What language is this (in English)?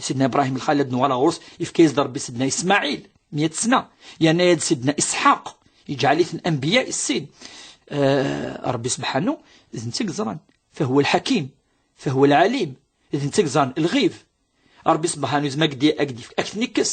Kabyle